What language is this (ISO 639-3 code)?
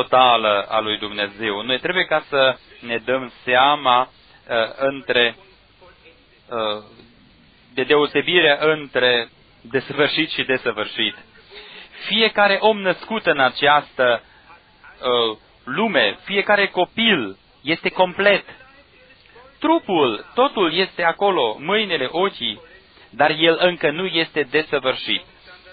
ron